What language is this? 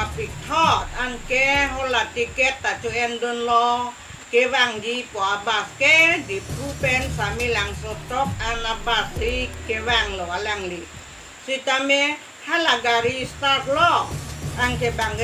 Karbi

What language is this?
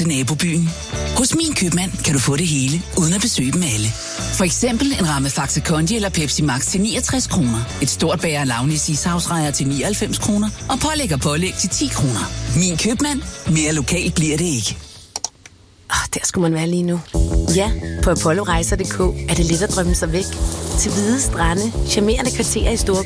Danish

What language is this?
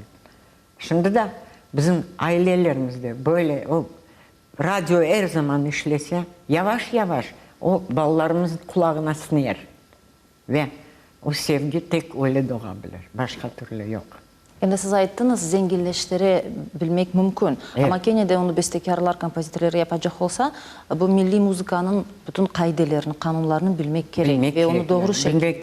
Crimean Tatar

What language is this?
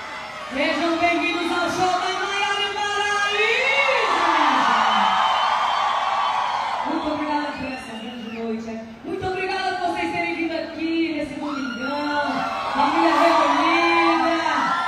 Portuguese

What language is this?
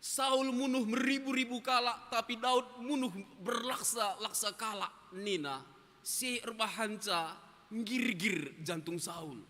Batak Karo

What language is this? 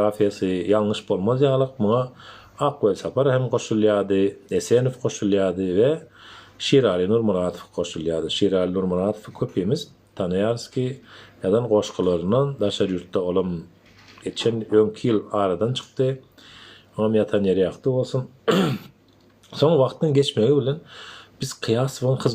Turkmen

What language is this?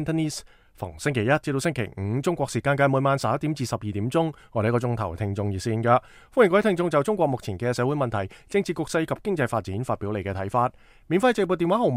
Cantonese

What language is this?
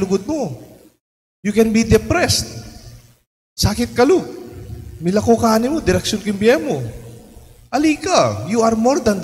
Pampanga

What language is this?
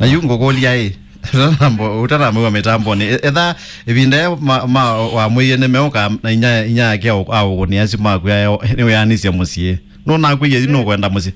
Kamba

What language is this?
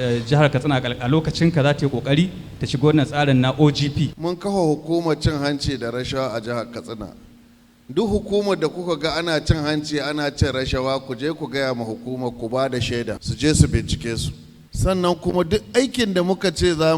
Hausa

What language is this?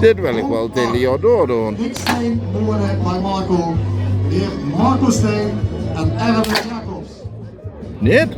Limburgish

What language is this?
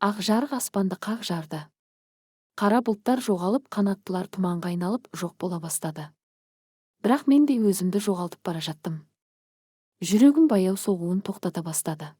Kazakh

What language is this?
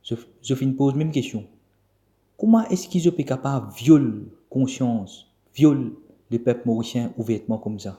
Morisyen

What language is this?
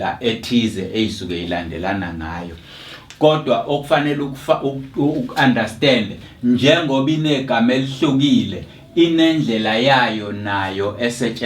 Zulu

